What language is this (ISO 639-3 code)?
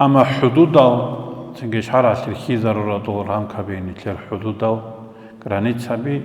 ava